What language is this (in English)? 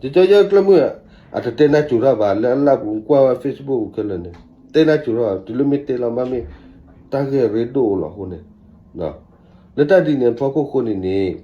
S'gaw Karen